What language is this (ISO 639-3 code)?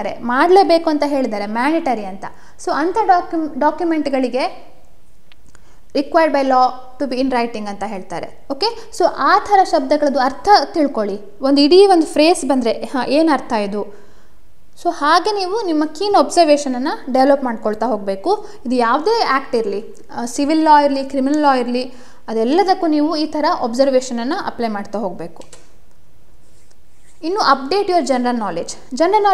kan